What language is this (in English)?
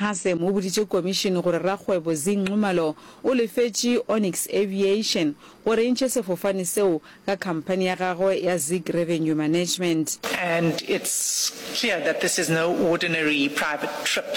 Northern Sotho